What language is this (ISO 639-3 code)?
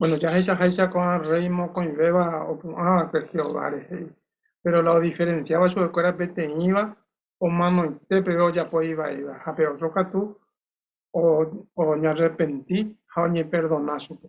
grn